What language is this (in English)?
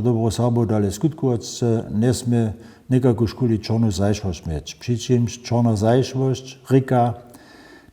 Upper Sorbian